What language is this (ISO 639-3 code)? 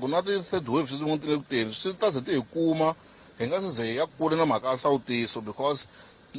tso